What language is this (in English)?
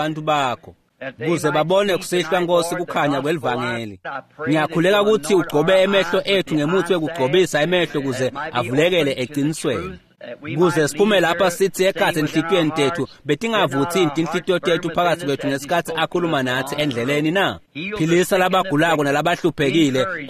Swati